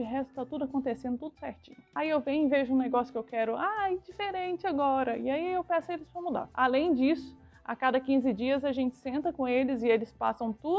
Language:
Portuguese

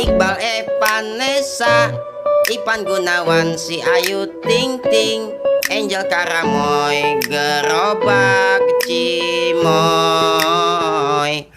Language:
Betawi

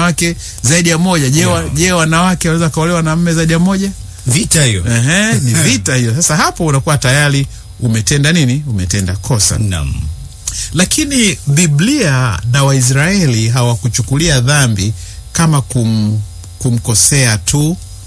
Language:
Swahili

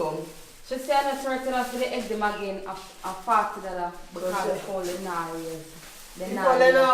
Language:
Jamaican Creole English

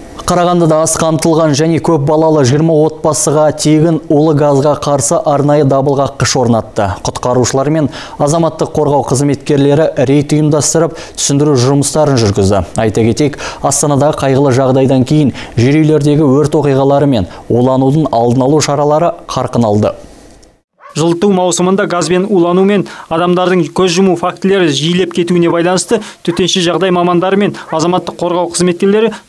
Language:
Kazakh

